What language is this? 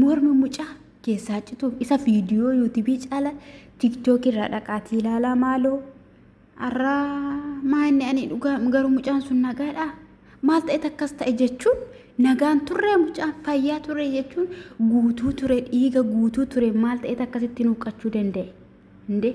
Oromo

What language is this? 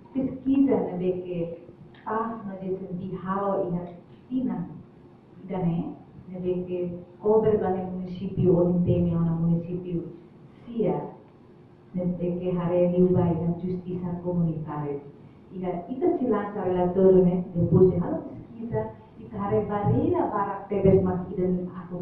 Tetum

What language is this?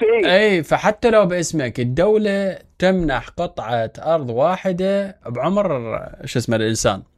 Mesopotamian Arabic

